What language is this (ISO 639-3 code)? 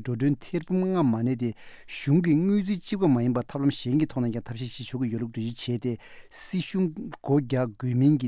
bod